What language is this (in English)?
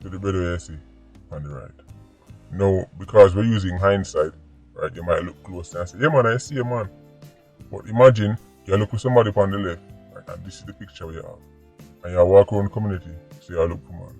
Jamaican Creole English